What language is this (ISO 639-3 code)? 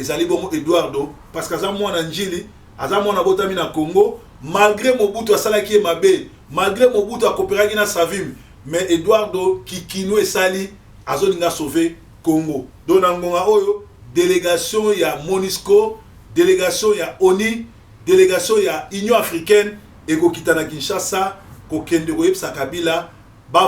lin